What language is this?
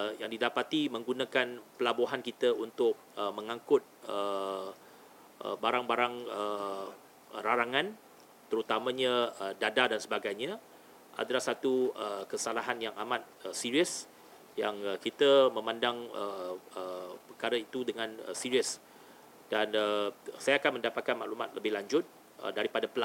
Malay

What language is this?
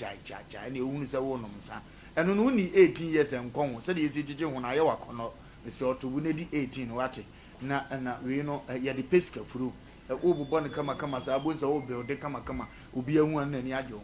Akan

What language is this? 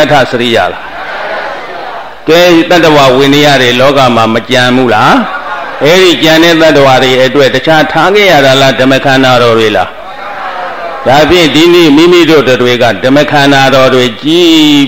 Burmese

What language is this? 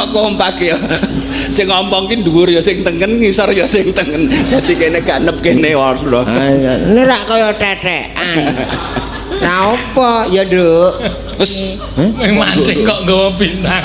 Javanese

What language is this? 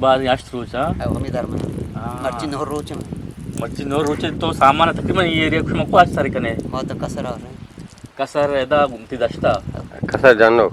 Eastern Balochi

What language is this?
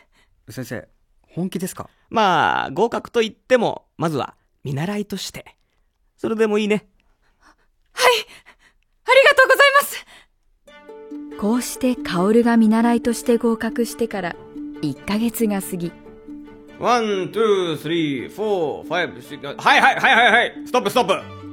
Japanese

